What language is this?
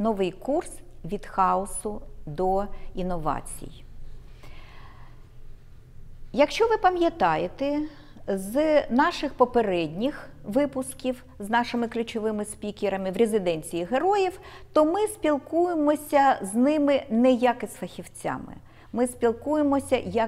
Ukrainian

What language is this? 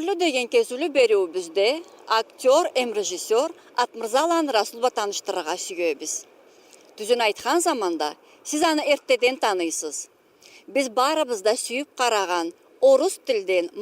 Karachay-Balkar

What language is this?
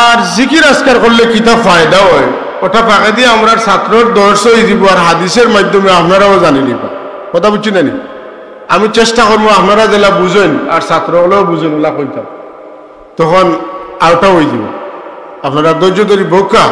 Sylheti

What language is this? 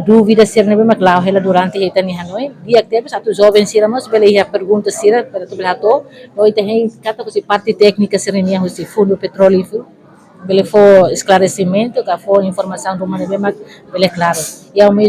Tetum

